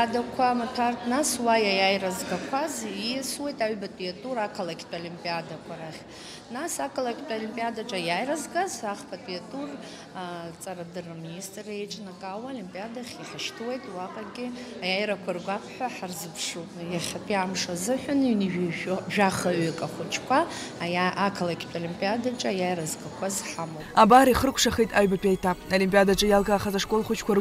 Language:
Abkhazian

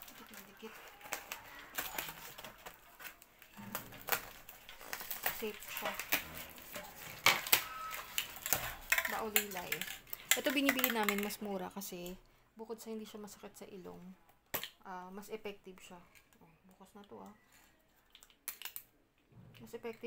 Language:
Filipino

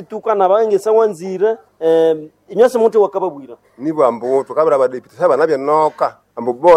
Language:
Nande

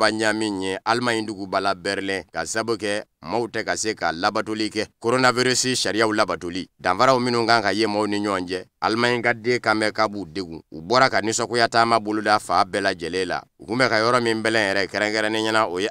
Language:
Bambara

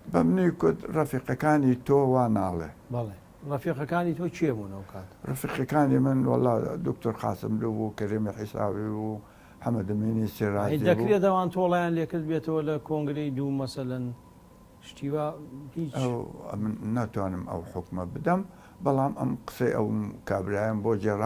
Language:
Central Kurdish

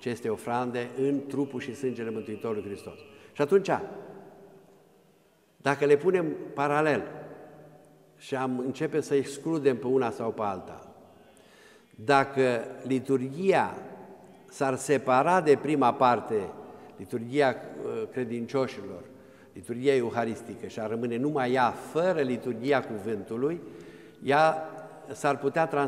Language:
Romanian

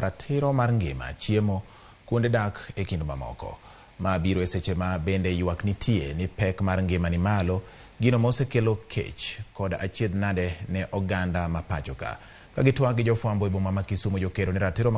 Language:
Luo (Kenya and Tanzania)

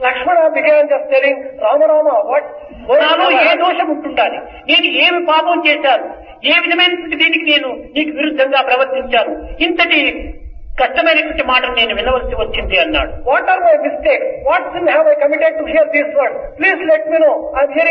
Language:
Telugu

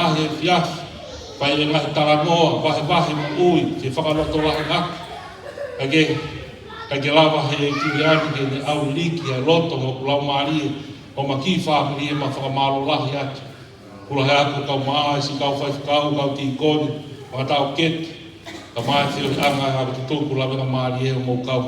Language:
Tongan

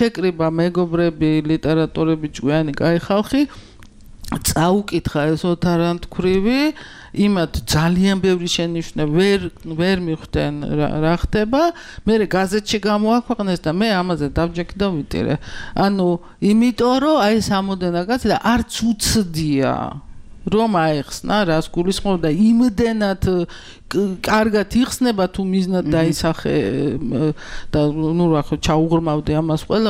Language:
Georgian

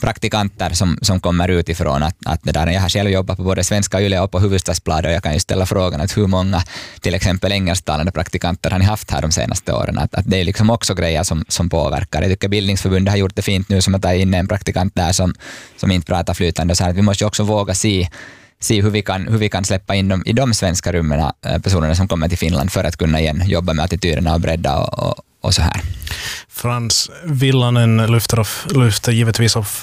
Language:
Swedish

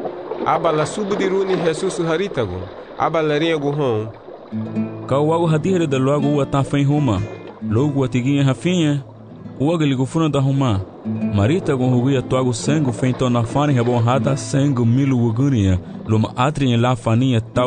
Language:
Garifuna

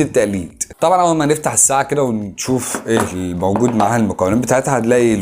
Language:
Egyptian Arabic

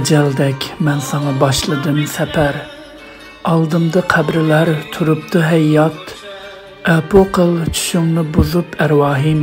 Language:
Uyghur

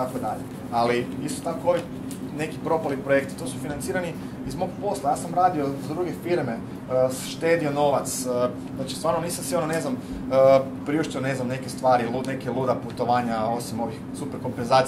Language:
Croatian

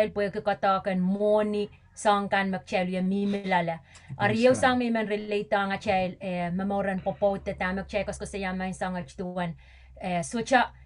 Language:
Pohnpeian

